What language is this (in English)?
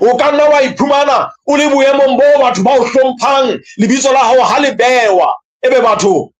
Southern Sotho